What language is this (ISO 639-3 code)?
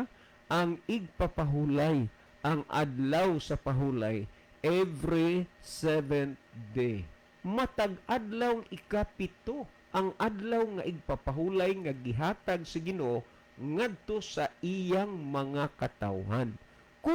ceb